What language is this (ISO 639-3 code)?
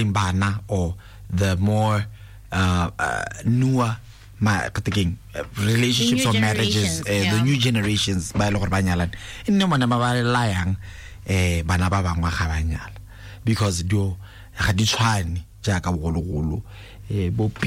tsn